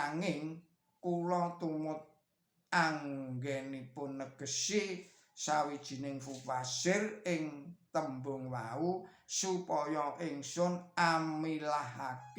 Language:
Javanese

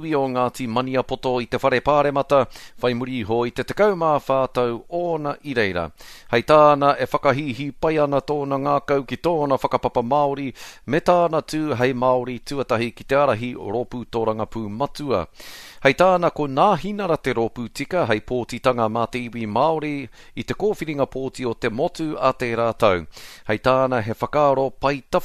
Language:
Māori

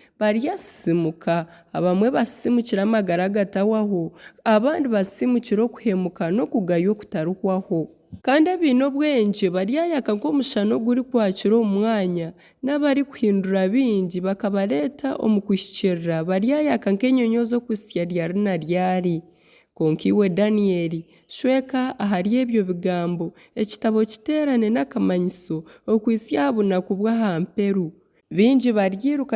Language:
Nyankole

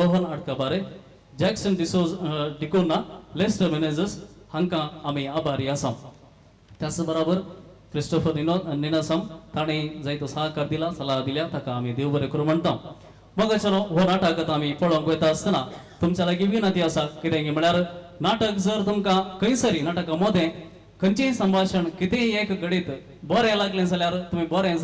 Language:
Konkani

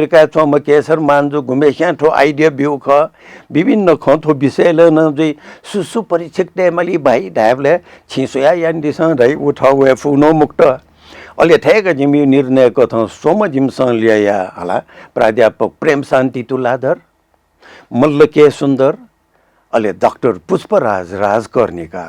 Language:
Newari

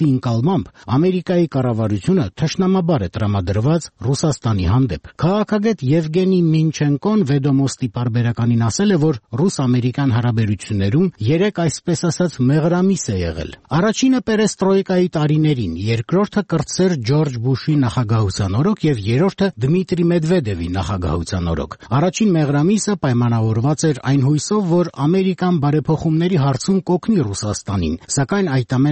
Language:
Armenian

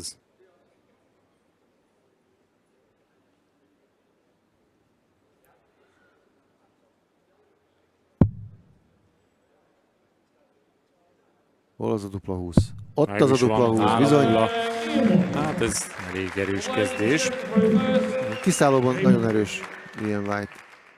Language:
Hungarian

